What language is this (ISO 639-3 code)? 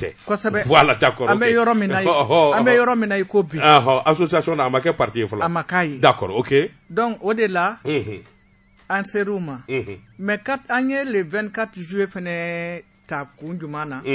bam